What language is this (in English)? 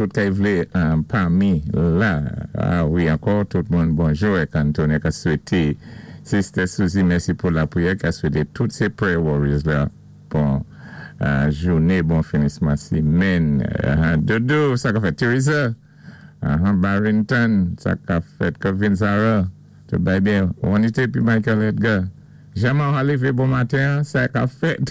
Saint Lucian Creole French